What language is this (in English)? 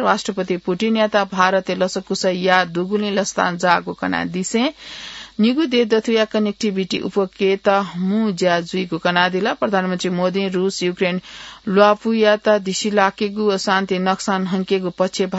Newari